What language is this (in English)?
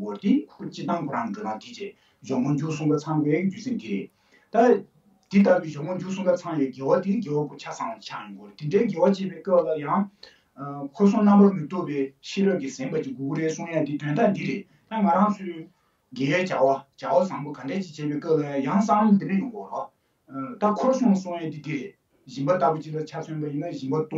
Tibetan